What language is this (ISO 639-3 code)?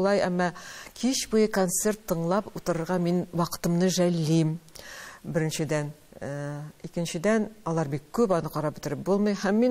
tat